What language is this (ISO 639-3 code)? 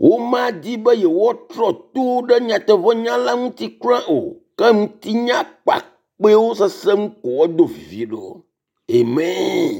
ewe